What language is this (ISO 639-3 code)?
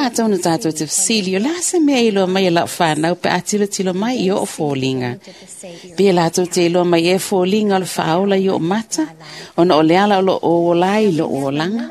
smo